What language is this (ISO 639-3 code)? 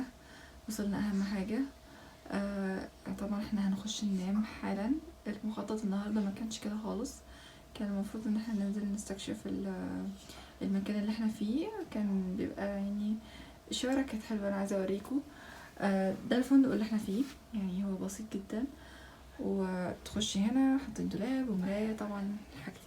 arz